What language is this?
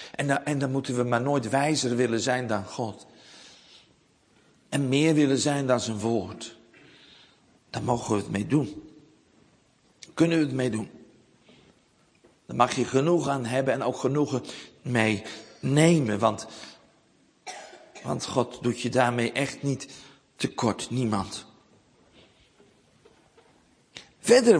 Dutch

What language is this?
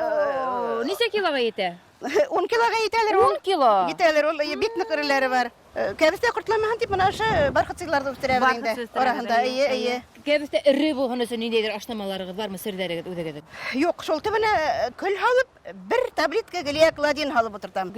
Bashkir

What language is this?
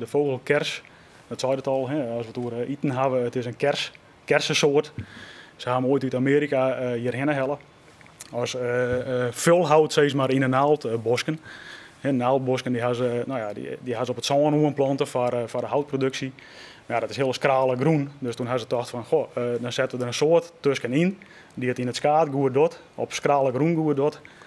Western Frisian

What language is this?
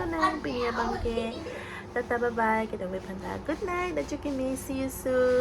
Karbi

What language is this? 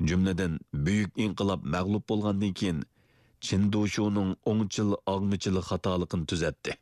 Uyghur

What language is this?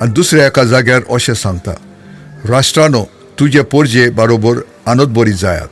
Konkani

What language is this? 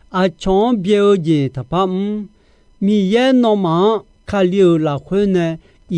Akha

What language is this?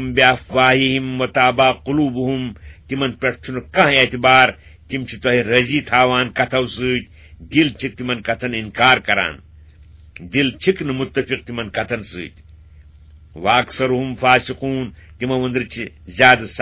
Kashmiri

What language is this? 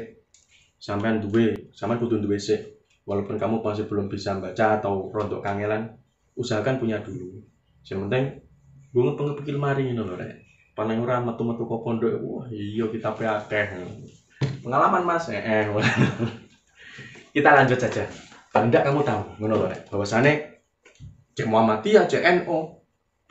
Javanese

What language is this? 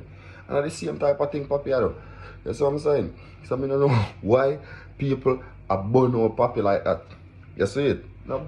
Jamaican Creole English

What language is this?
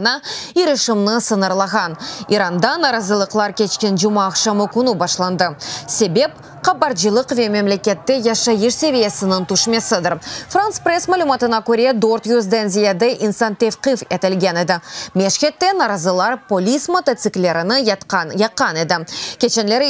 Crimean Tatar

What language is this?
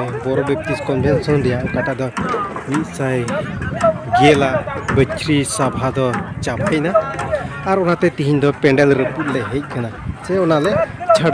Santali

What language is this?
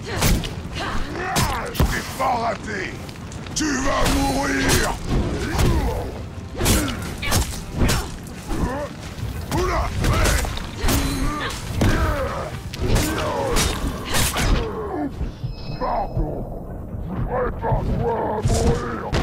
French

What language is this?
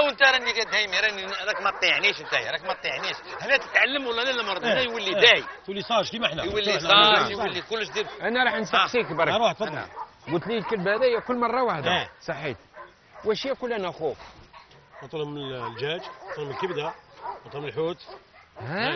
Algerian Arabic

